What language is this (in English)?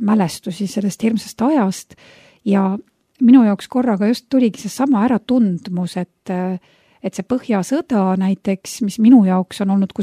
Estonian